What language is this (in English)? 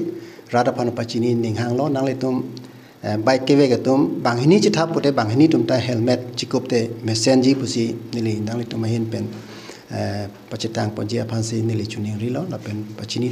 Karbi